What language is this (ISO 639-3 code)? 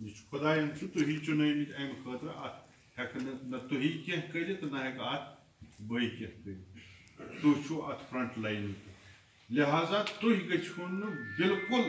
kas